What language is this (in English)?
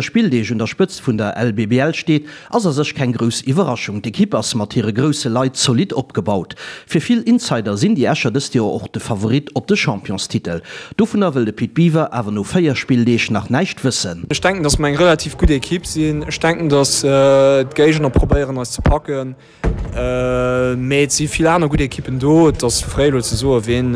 Luxembourgish